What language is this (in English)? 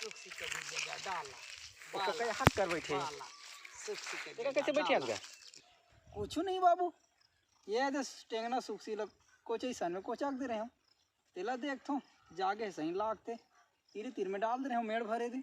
Chhattisgarhi